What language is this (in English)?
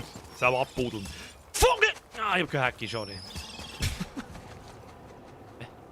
Bavarian